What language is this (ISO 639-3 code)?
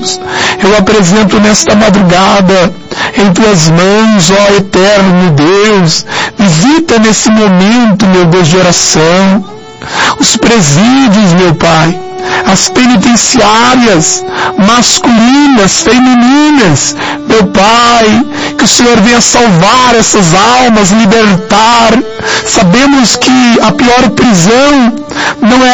por